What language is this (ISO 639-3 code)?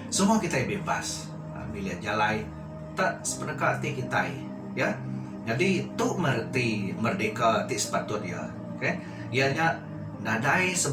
iba